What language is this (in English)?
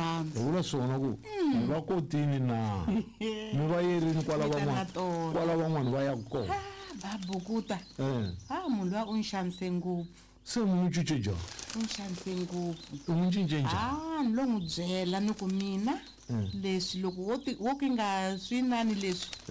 Tsonga